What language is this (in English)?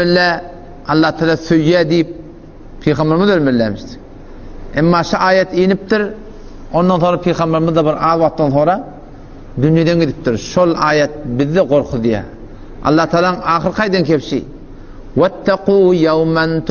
Turkmen